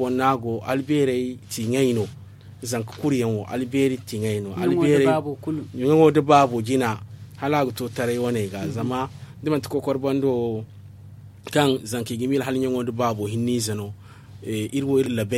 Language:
Zarma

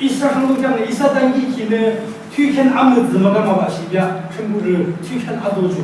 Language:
Yimchungru Naga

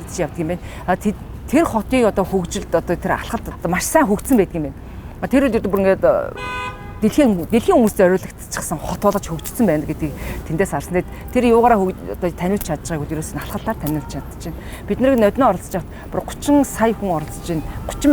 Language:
Mongolian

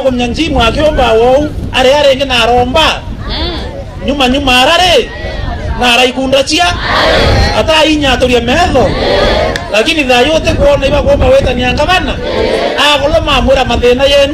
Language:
Meru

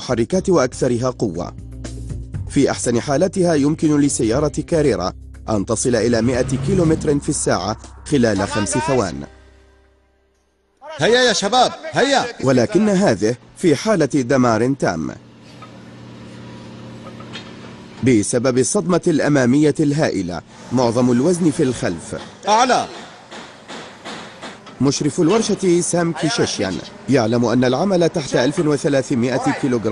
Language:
Arabic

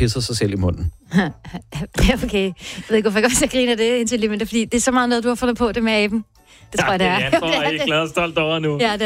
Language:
Danish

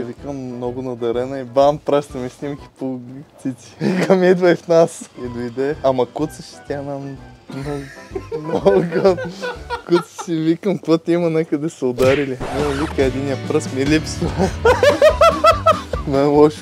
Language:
Bulgarian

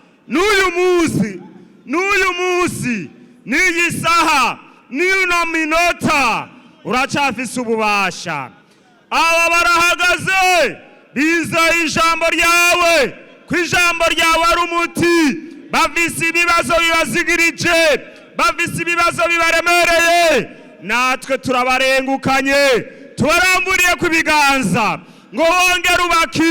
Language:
Rundi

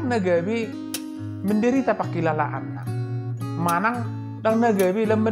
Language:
Batak Toba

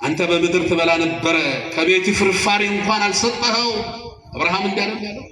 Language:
Amharic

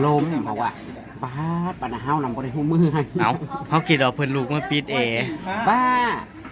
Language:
Northeastern Thai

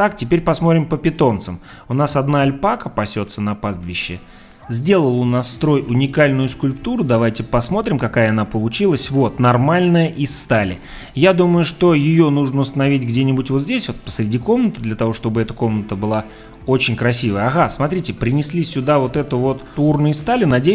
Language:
Russian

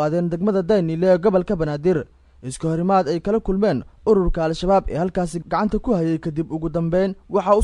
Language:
Somali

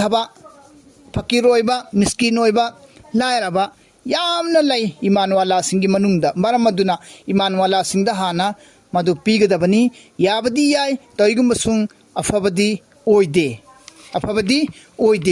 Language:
Manipuri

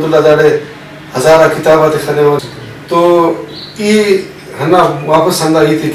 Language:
Brahui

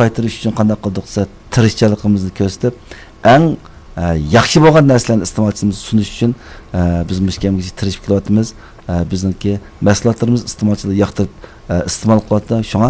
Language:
Uyghur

